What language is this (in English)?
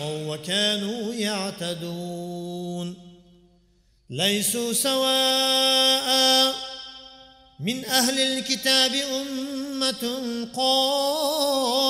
Arabic